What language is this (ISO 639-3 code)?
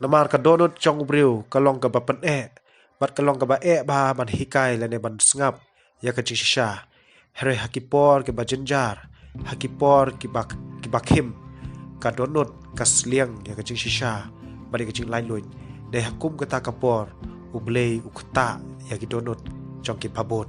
kha